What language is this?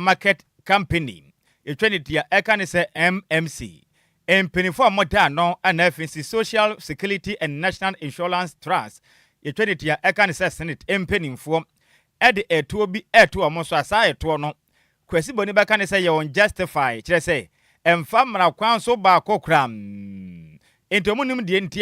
Akan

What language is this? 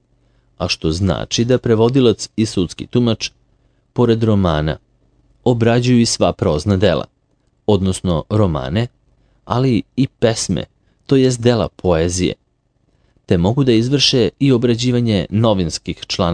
Serbian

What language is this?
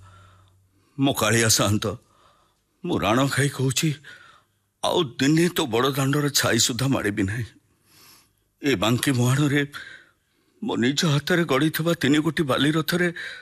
Odia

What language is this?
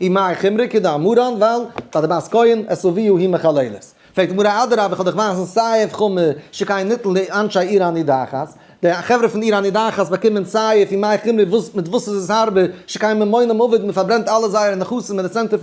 Yiddish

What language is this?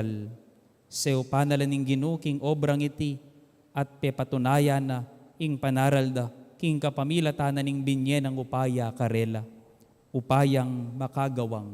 Pampanga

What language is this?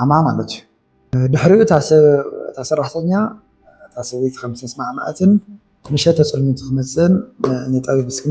Tigrinya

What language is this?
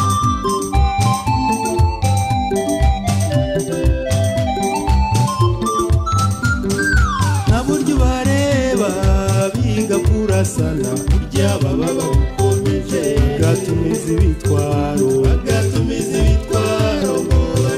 Kinyarwanda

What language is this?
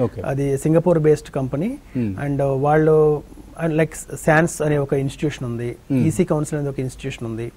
Telugu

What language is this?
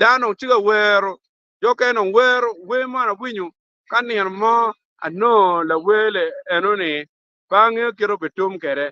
Acoli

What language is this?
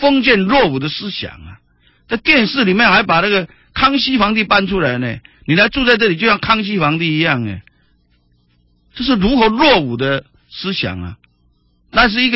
Chinese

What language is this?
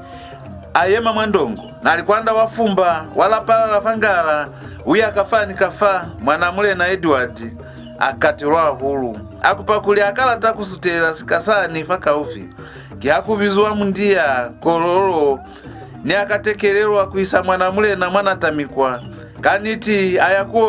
Lozi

